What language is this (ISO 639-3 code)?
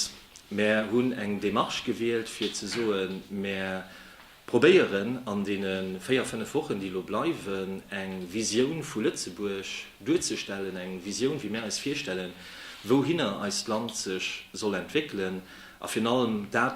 ltz